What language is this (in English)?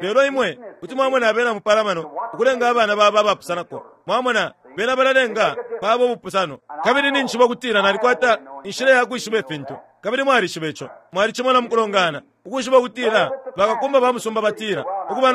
Bemba